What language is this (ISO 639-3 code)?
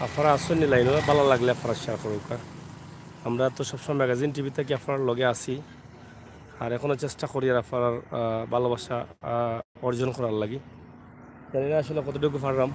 syl